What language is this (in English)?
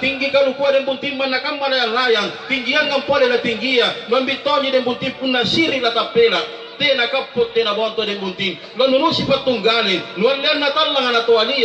Makasar